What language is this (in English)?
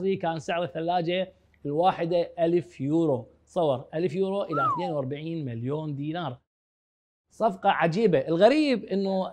Mesopotamian Arabic